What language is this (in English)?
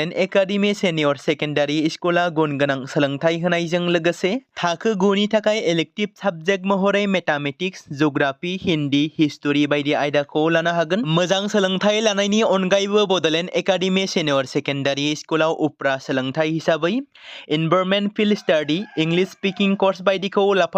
Bodo